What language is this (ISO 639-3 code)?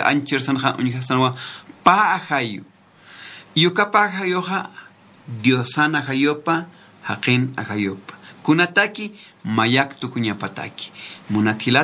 aym